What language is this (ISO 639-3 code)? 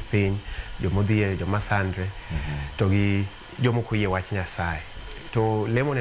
luo